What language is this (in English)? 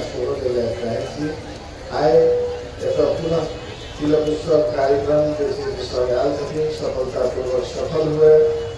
Maithili